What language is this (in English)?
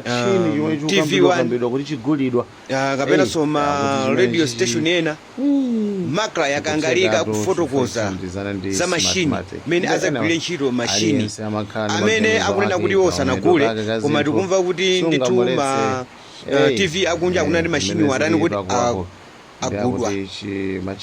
Nyanja